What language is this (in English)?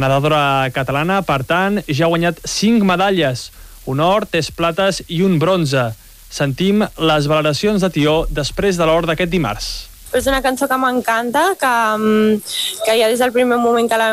Catalan